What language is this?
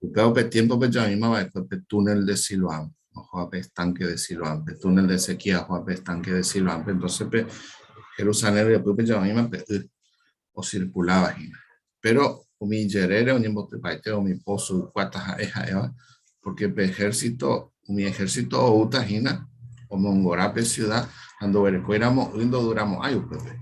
Guarani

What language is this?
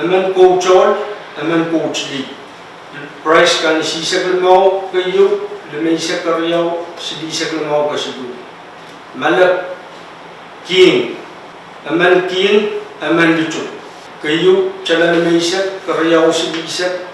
Pohnpeian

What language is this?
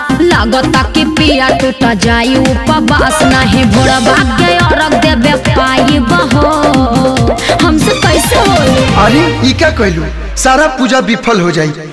Bhojpuri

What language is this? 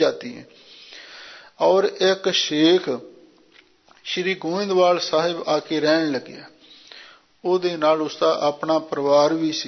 Punjabi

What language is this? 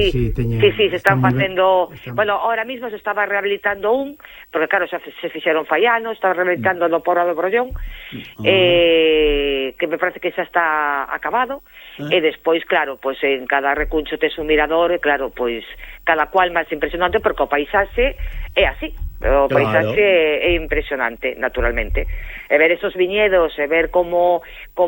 Galician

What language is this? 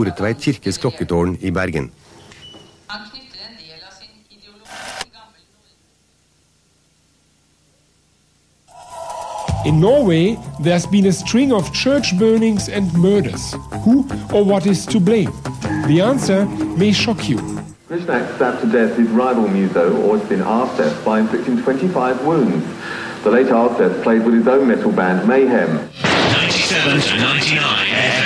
Norwegian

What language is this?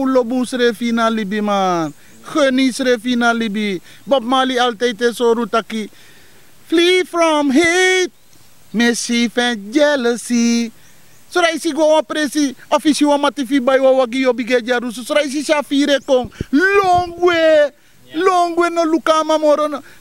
Sranan Tongo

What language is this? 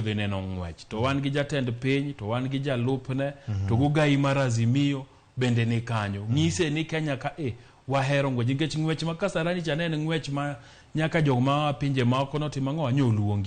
Luo (Kenya and Tanzania)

